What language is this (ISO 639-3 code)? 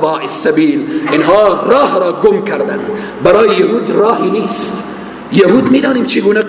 fas